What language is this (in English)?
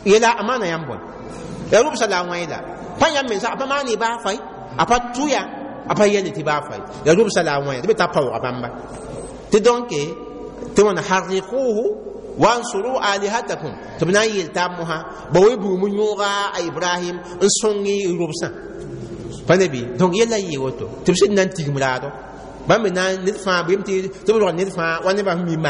Mossi